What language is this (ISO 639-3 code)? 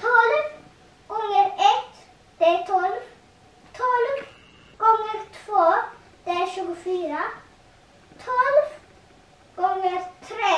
fao